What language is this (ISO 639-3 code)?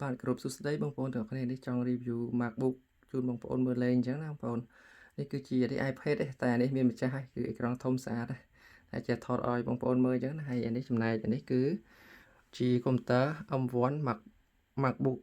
khm